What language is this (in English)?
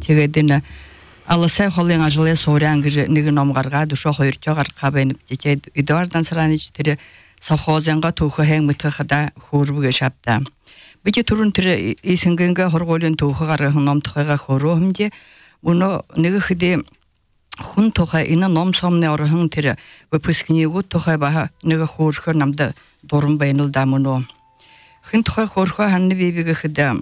Belarusian